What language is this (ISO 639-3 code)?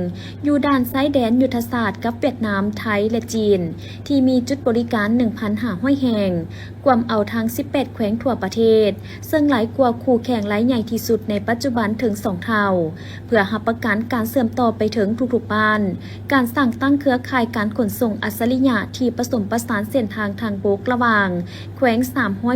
lao